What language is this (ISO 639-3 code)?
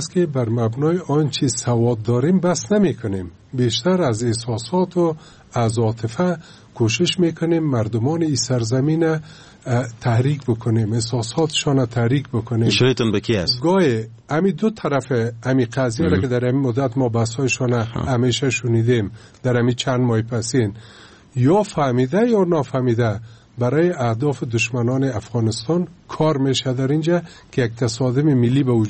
fas